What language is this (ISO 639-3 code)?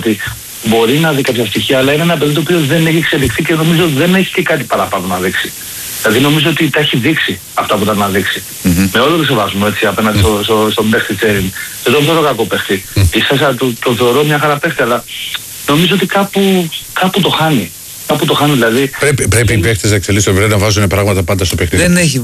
ell